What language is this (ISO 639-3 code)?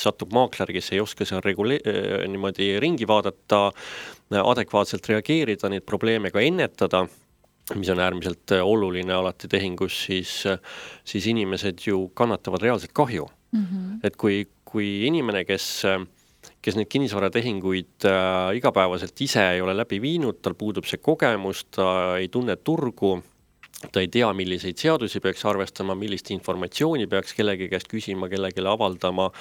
est